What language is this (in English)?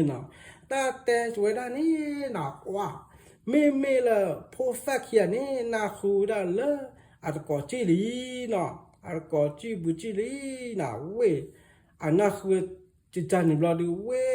S'gaw Karen